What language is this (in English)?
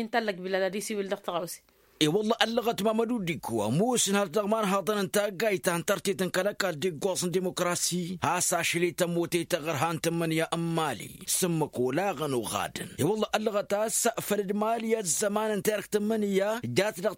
Tamasheq